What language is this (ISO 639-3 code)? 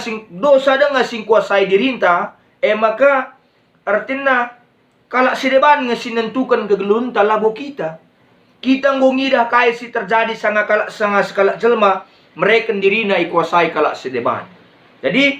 btx